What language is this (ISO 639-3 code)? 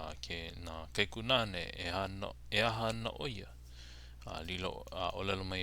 haw